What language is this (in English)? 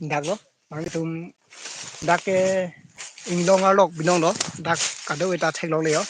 Karbi